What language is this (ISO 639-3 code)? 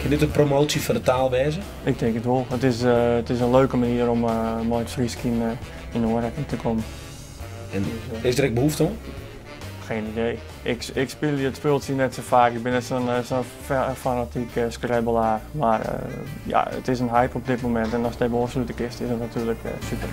fry